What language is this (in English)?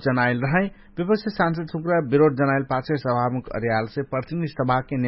Dangaura Tharu